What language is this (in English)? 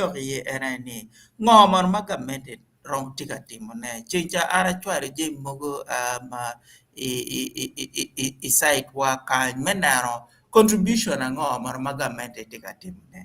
Acoli